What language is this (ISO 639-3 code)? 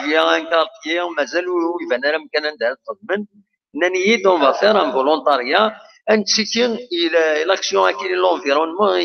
kab